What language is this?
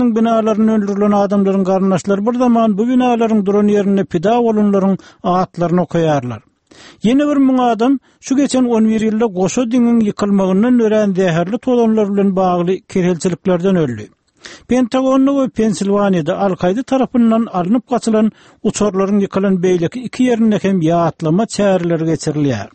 Turkmen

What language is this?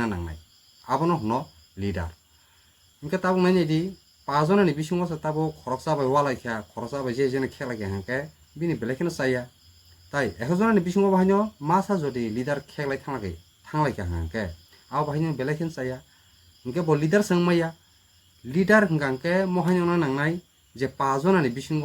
Kok Borok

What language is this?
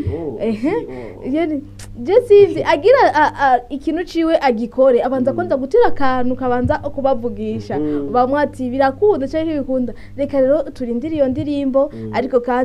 Rundi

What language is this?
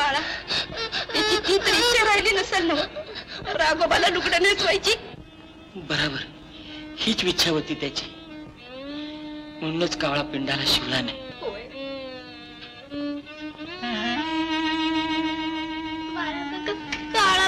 Marathi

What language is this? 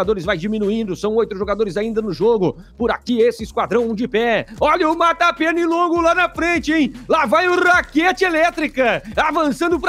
Portuguese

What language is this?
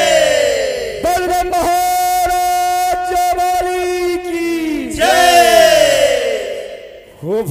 Chhattisgarhi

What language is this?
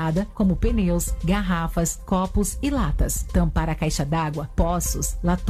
Portuguese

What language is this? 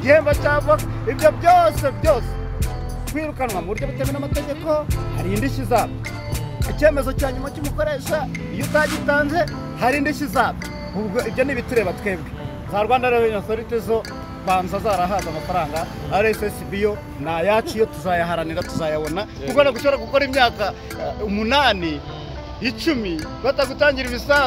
Kinyarwanda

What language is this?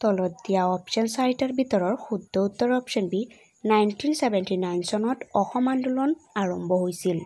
Assamese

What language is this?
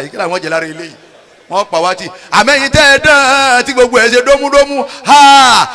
Yoruba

